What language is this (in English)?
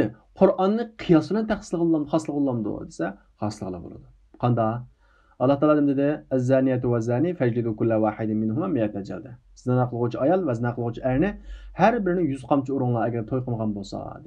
Uyghur